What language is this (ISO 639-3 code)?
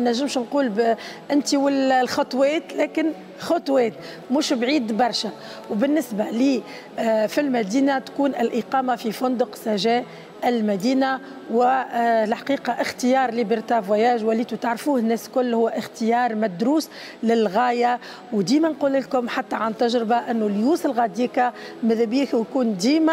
aeb